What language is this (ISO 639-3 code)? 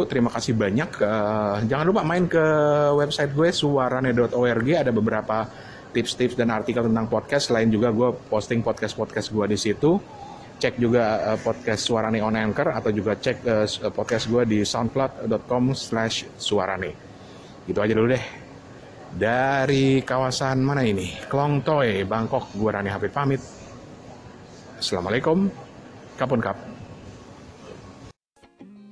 ind